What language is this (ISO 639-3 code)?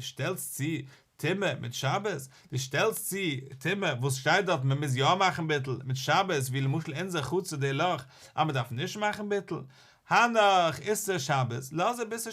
yid